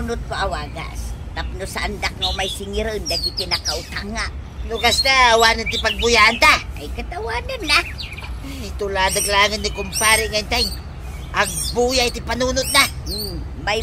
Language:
Iloko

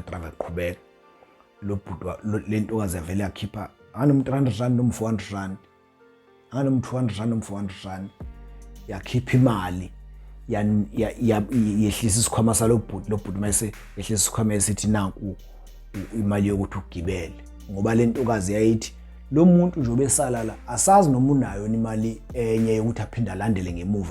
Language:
Zulu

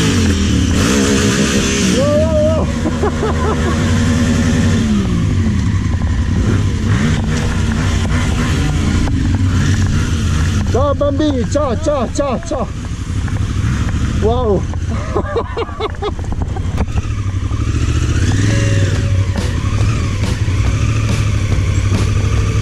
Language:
Italian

